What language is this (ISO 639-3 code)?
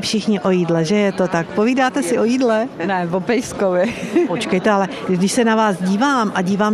ces